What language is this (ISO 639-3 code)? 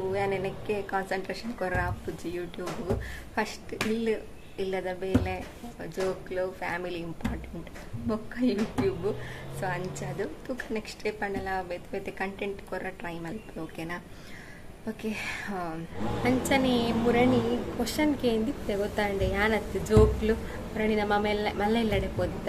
tcy